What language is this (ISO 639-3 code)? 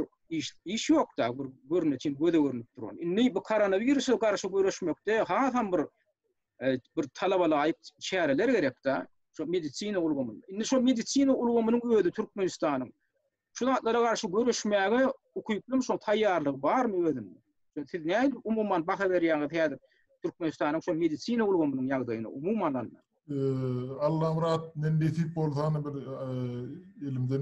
tuk